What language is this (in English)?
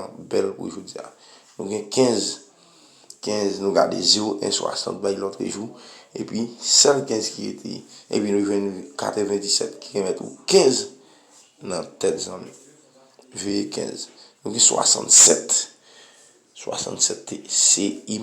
Haitian Creole